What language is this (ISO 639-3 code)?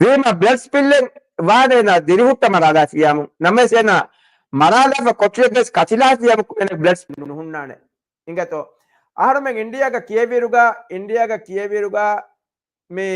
div